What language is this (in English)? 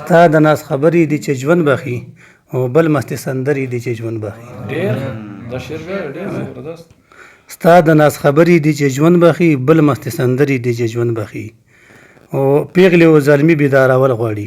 Pashto